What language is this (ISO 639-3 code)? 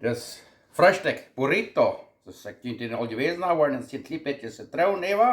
pdt